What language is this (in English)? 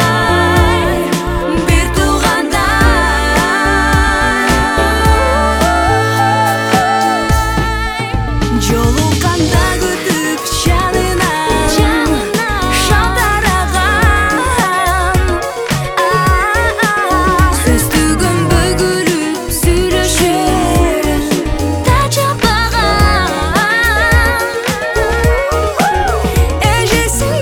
Kazakh